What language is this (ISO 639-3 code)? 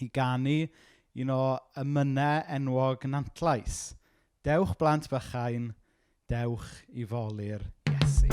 cym